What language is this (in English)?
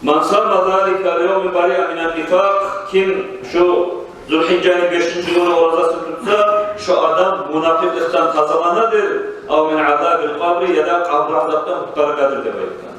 Kumyk